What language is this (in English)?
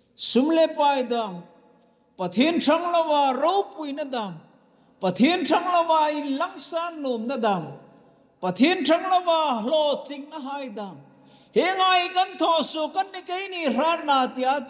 Hmar